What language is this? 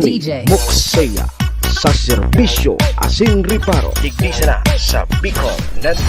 Bikol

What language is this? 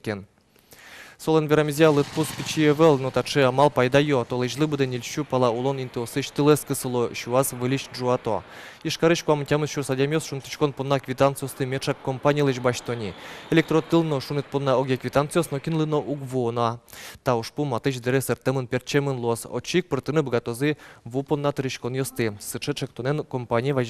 Udmurt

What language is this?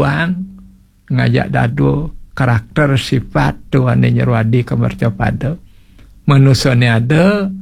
Balinese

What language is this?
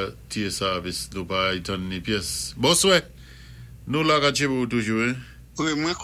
Saint Lucian Creole French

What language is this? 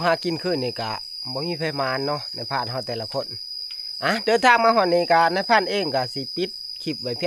Northeastern Thai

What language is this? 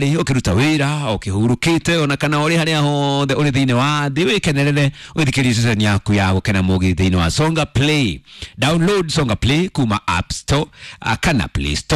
Kikuyu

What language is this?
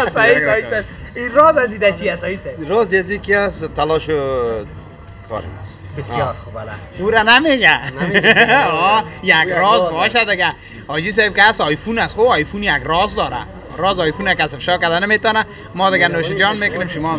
Persian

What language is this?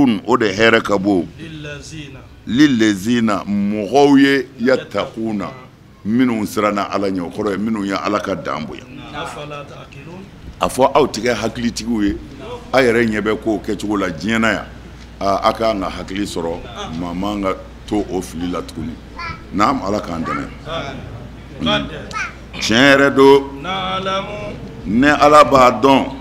Bambara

